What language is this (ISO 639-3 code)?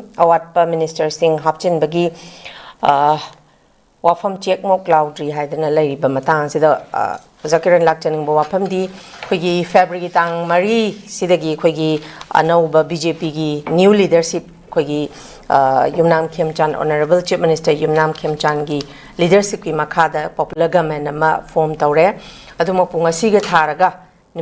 mni